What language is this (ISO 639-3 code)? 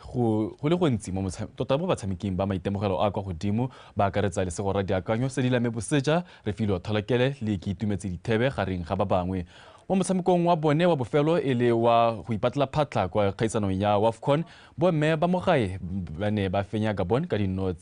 tsn